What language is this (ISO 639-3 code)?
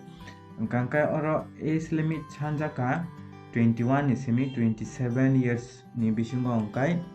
trp